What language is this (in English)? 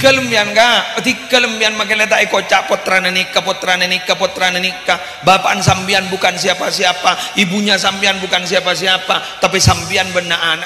Madurese